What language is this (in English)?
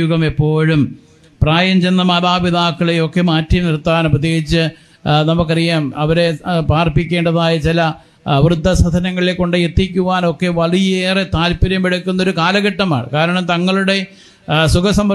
Malayalam